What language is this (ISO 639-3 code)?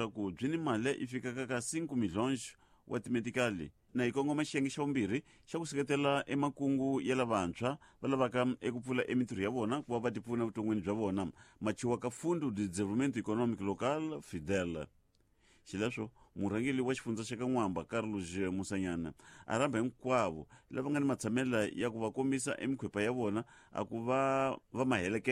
tso